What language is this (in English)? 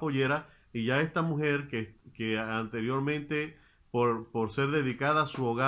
Spanish